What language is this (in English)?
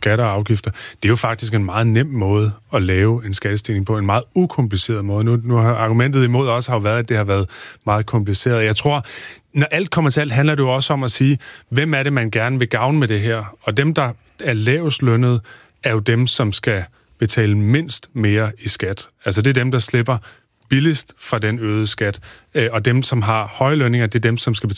Danish